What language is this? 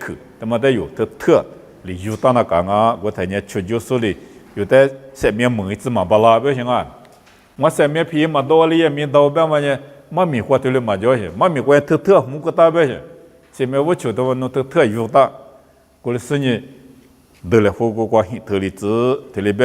Lisu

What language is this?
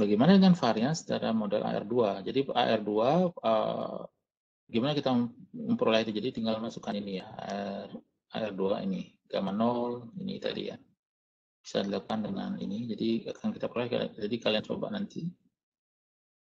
Indonesian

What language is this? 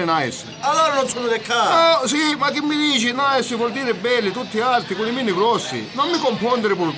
Sicilian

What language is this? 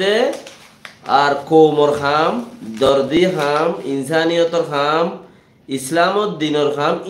Rohingya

